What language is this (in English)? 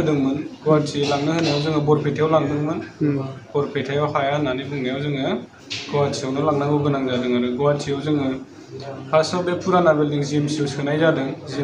Bodo